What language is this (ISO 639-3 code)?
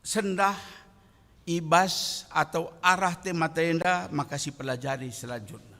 btx